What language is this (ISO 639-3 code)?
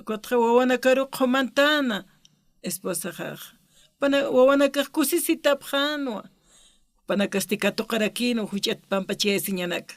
aym